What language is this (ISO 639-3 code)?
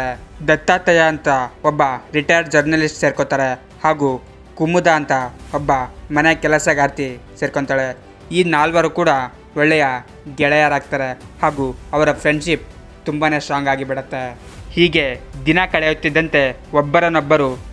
kan